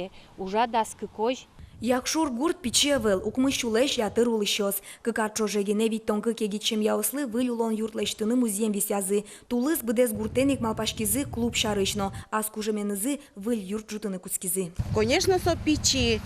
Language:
Udmurt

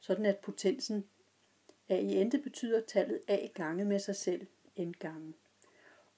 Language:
Danish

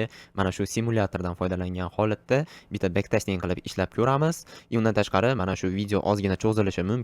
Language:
Uzbek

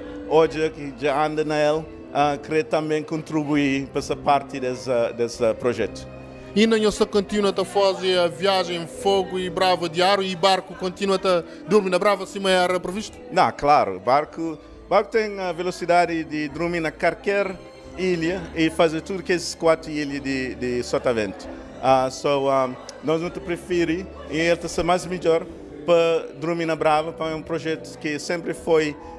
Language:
Kabuverdianu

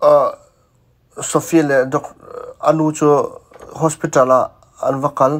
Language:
Hakha Chin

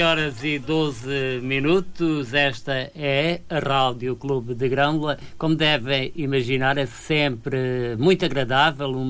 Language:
Portuguese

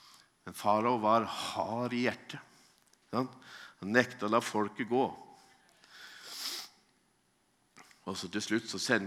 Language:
Norwegian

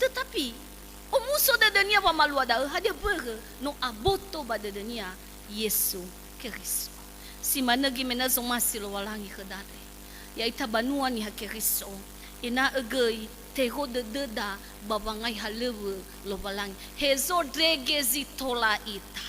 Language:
Nias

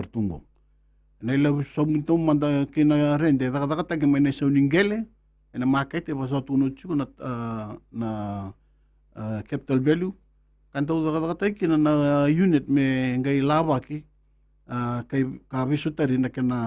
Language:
Fijian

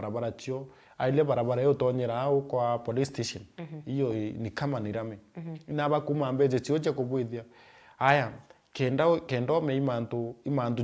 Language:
Meru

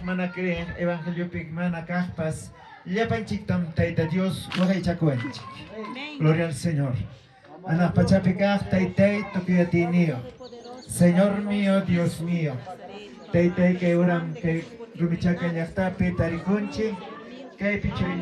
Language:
Ayacucho Quechua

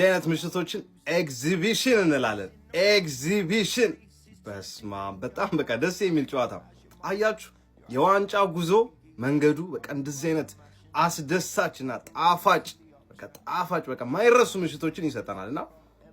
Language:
Amharic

